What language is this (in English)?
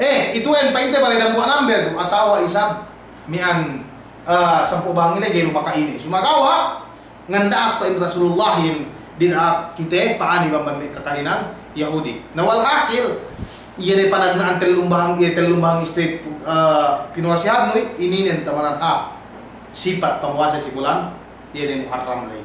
Yakan